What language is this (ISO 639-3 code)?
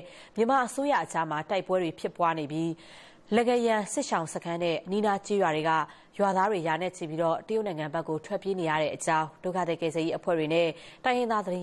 mya